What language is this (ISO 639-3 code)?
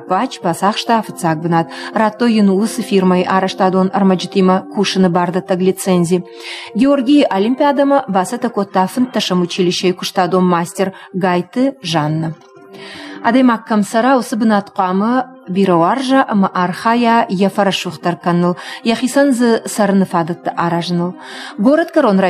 oss